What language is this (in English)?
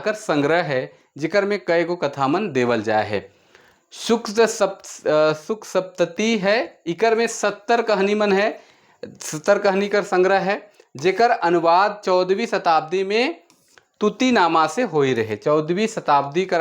Sadri